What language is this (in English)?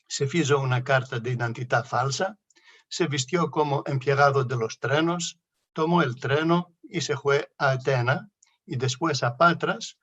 Ladino